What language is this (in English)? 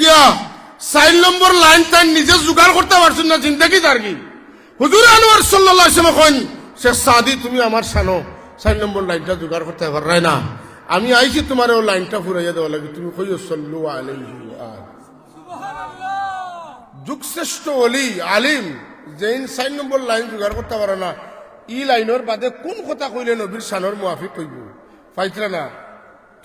Sylheti